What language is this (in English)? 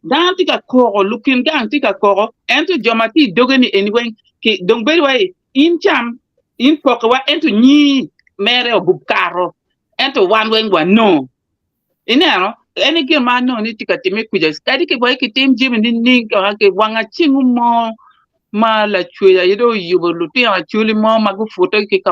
Acoli